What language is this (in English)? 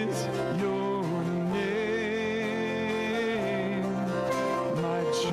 Ewe